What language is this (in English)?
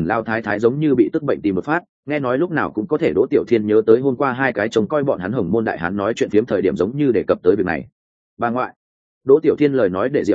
Vietnamese